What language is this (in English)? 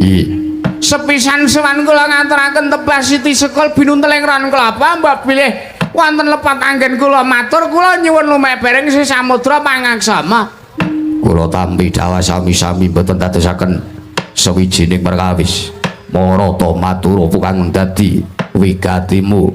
Javanese